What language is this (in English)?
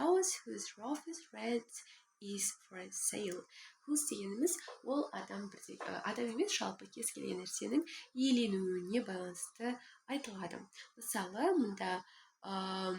Kazakh